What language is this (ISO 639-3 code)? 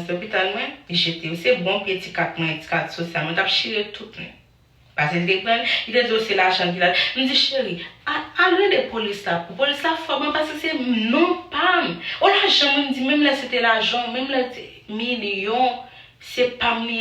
hat